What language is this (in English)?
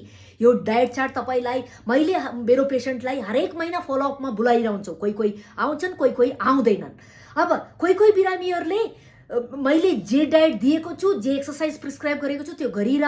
Nepali